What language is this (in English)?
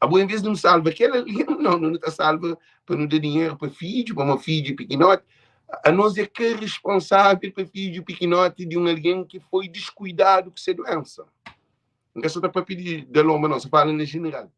Kabuverdianu